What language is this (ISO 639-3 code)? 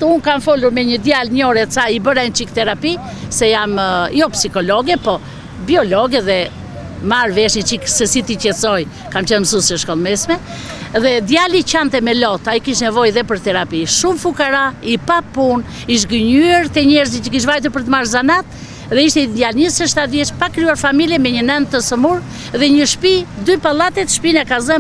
sqi